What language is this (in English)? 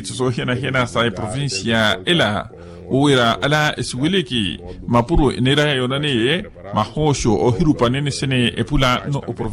Makhuwa